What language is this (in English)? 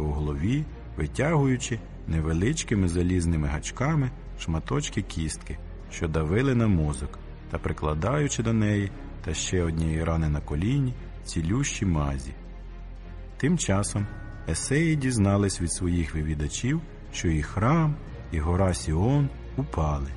Ukrainian